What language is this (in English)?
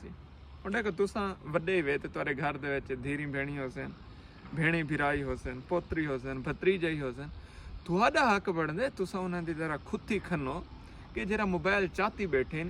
Saraiki